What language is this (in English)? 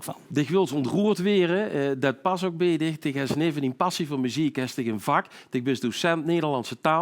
Limburgish